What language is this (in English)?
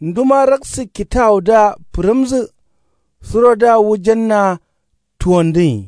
Kanuri